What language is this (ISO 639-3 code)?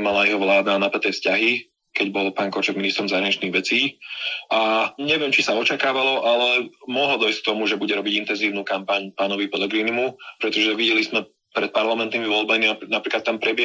slk